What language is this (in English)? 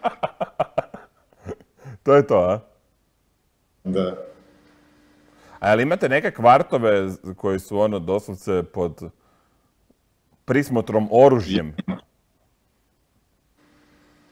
Croatian